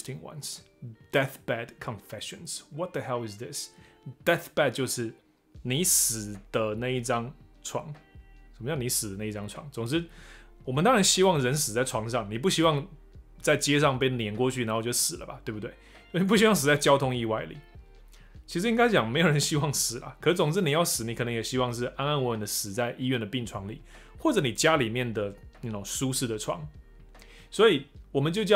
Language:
Chinese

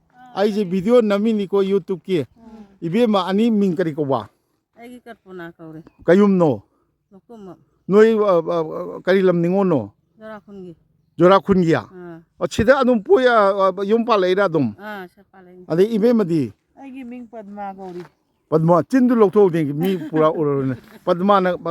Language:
Manipuri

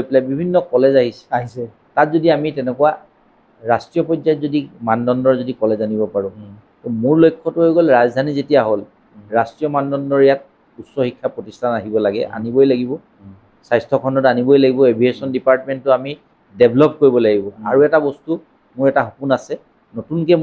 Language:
Assamese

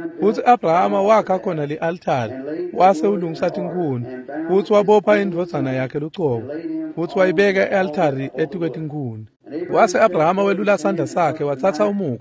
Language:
Swati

